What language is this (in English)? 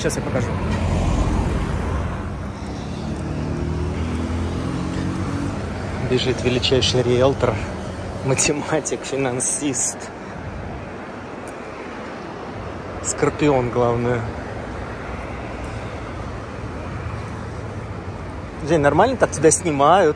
Russian